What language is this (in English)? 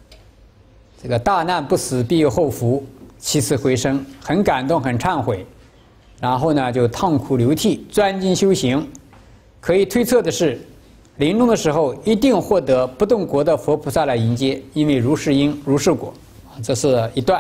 Chinese